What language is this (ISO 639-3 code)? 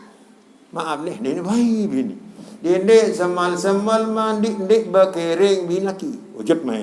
sas